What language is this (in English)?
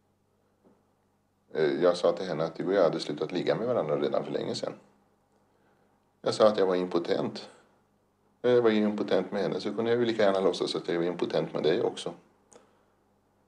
Swedish